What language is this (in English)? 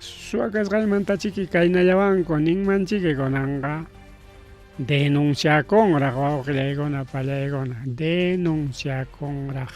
Ayacucho Quechua